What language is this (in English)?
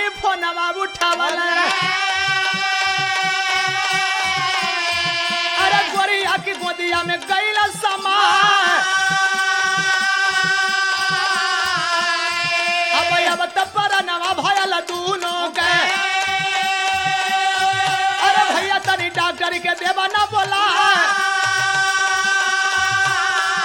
Bhojpuri